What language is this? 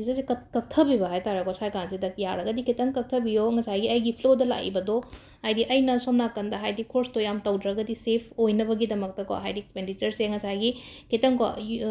Manipuri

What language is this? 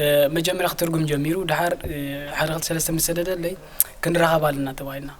Tigrinya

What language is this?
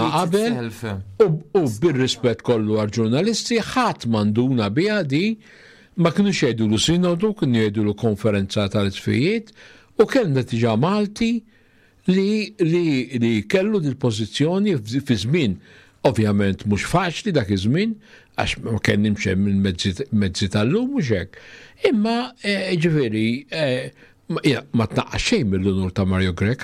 Maltese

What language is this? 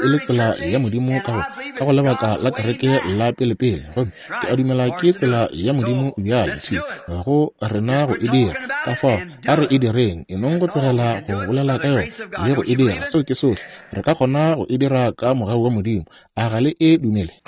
Northern Sotho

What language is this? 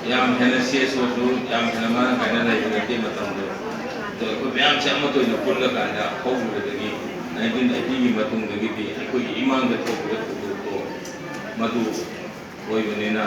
Manipuri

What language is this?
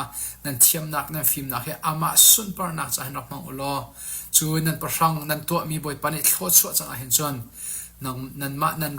Falam Chin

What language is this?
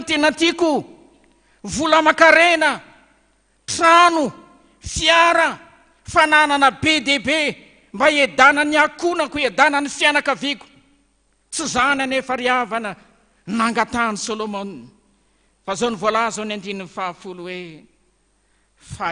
Malagasy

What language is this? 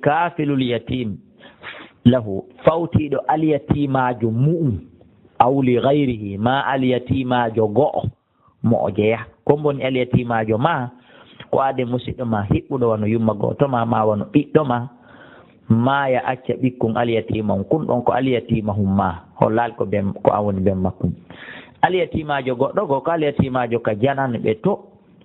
Fula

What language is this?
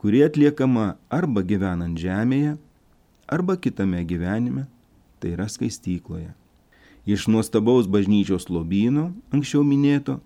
Lithuanian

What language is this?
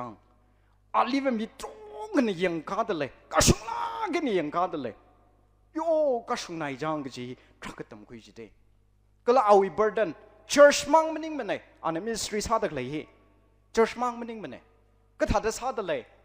Tangkhul Naga (India)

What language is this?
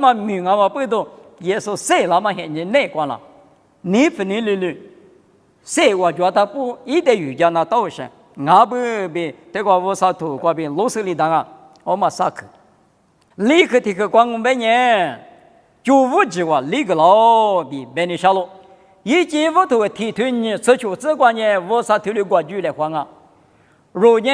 Lisu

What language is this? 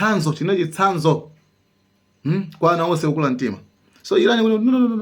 Nyanja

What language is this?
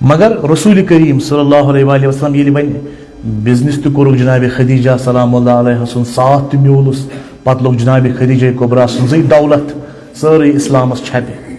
Kashmiri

